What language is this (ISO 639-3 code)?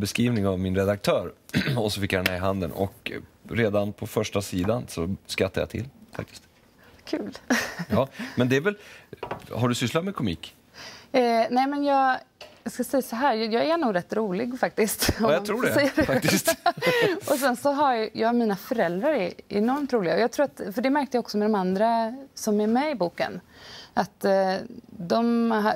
swe